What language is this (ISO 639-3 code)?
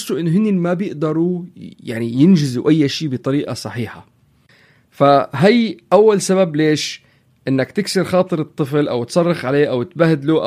apc